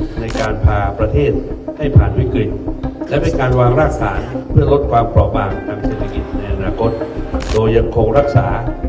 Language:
Thai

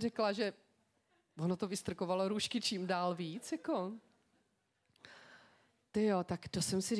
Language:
Czech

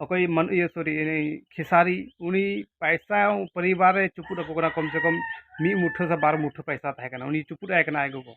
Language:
Santali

